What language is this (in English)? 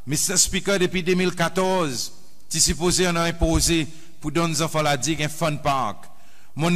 Seselwa Creole French